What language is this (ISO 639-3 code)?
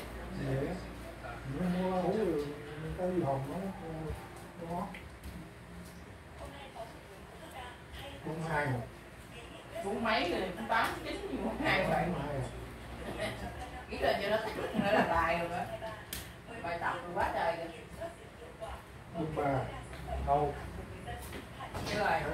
vie